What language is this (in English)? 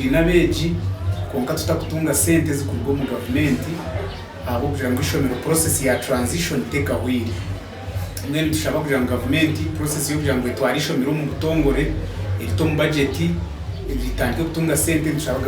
Nyankole